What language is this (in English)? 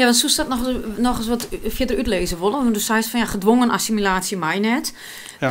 Western Frisian